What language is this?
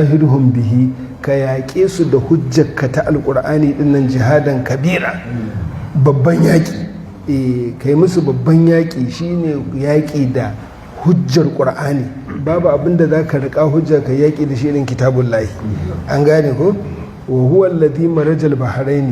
Hausa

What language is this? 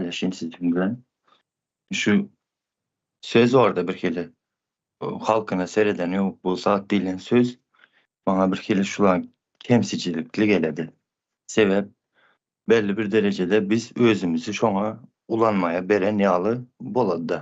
Turkmen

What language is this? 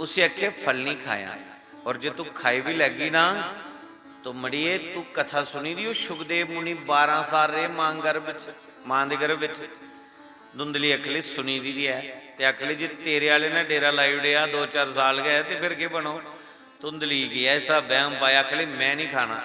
Dogri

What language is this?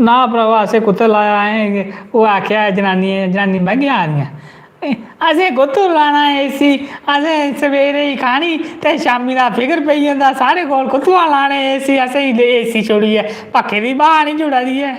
Dogri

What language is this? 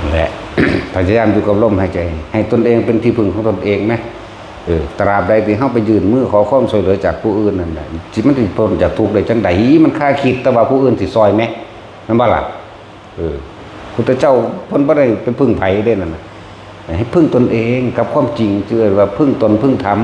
Northeastern Thai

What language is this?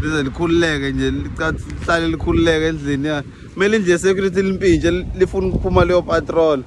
Zulu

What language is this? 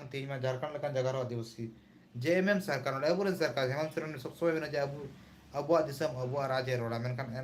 Santali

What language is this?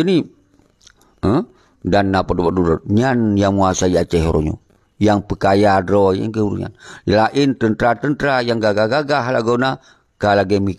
Achinese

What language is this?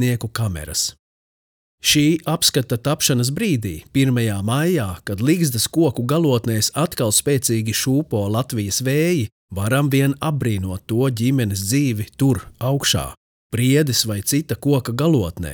Latvian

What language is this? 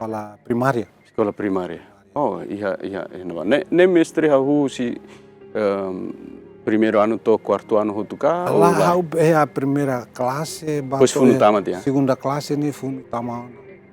Tetum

